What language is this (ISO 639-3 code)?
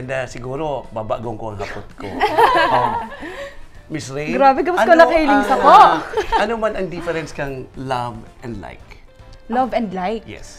bik